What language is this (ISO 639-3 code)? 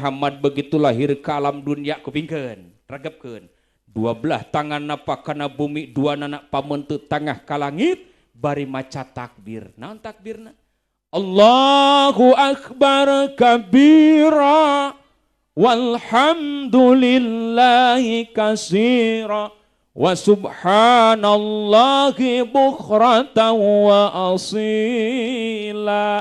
sun